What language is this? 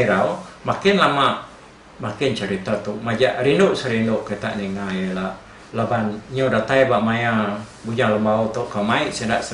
Iban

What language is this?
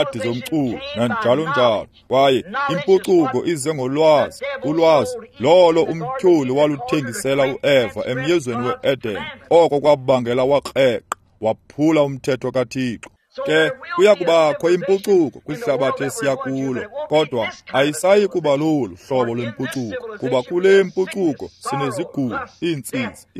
Xhosa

